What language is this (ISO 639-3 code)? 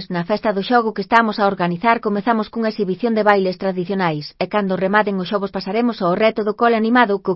glg